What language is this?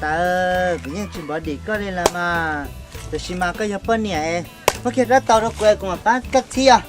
Hmong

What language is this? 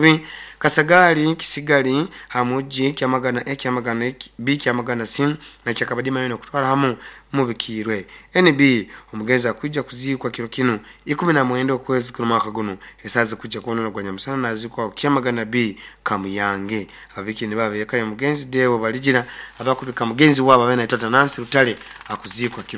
Nyoro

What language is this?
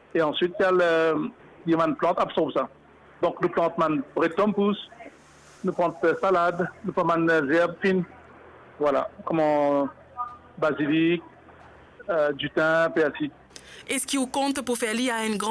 Morisyen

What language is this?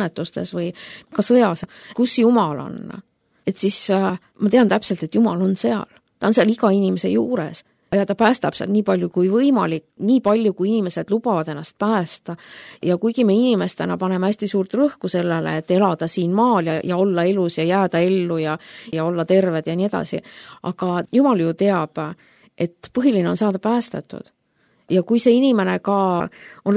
Estonian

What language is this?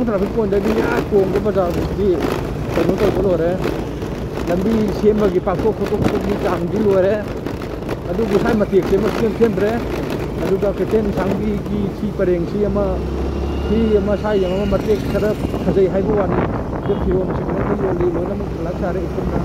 Manipuri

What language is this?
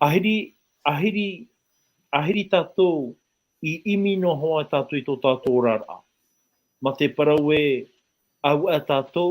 Tahitian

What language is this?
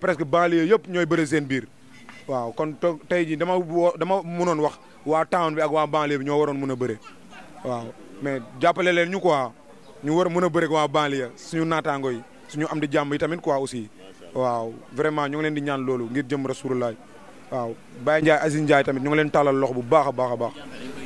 Wolof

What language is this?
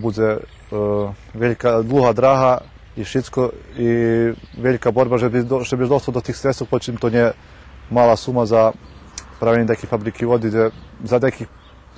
Rusyn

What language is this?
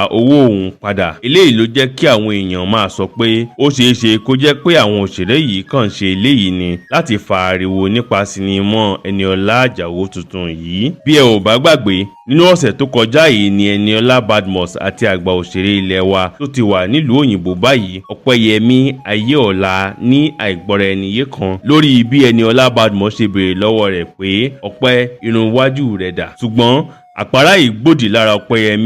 Yoruba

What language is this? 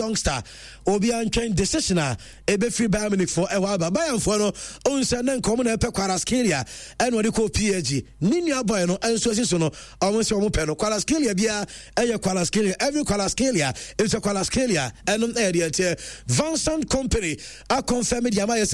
Akan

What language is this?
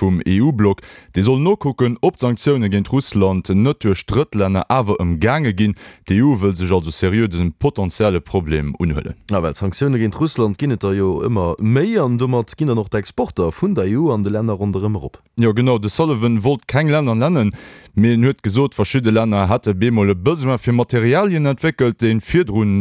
Luxembourgish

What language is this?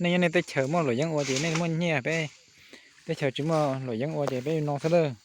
Hmong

